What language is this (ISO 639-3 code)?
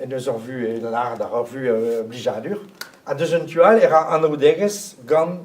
bre